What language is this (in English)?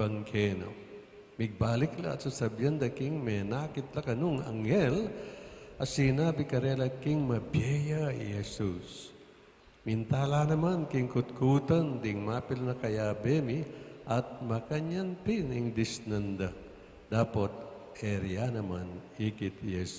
Pampanga